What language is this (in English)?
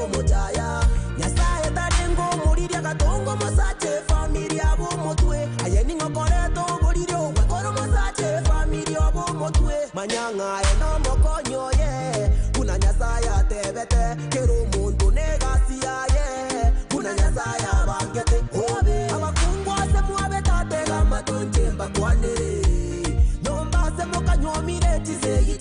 Gusii